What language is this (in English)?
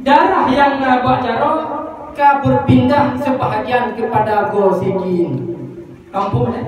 Achinese